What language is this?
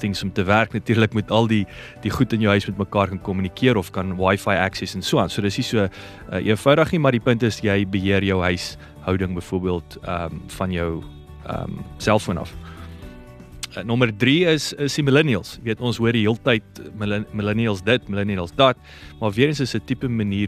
Afrikaans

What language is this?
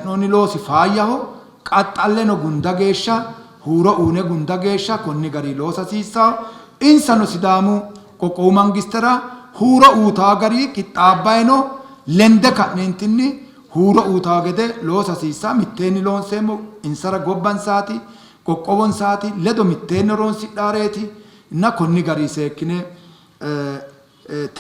Sidamo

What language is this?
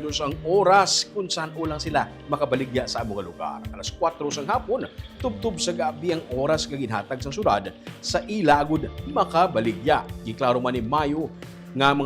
Hiligaynon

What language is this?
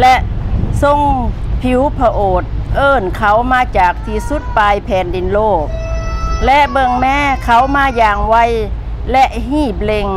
Lao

